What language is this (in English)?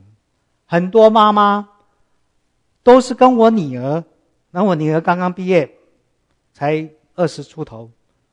Chinese